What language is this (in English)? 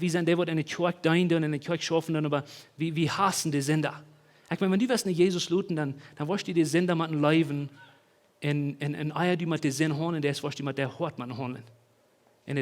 Plautdietsch